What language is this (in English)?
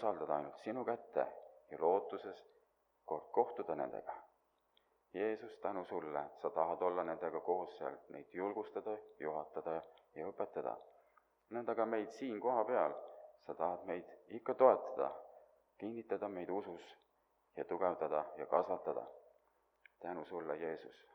Estonian